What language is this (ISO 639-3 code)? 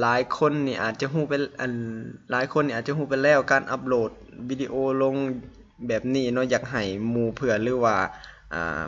lao